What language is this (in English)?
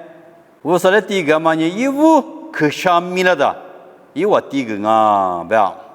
Lisu